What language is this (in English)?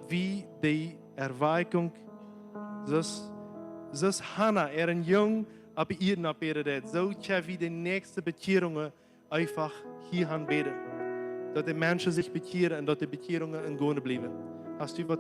Plautdietsch